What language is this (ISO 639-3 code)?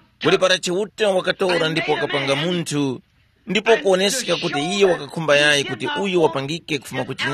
tum